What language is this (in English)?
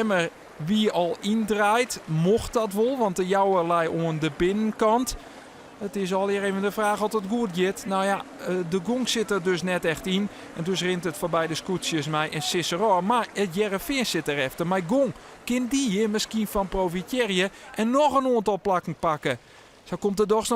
Western Frisian